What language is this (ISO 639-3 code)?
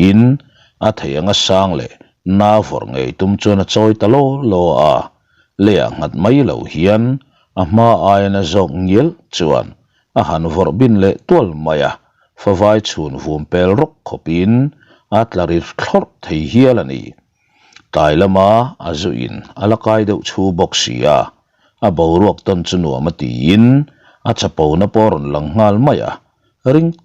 lus